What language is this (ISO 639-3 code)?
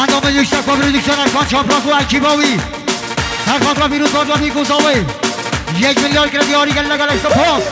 kur